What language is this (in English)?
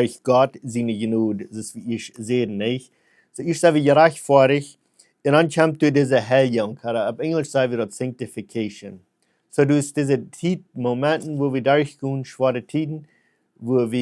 Plautdietsch